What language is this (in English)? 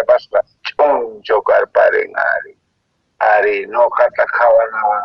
Quechua